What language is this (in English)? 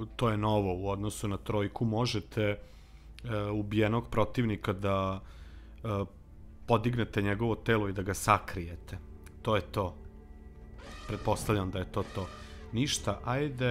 Serbian